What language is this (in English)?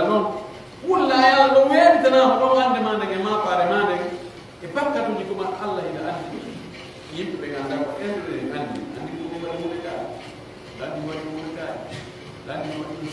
Pular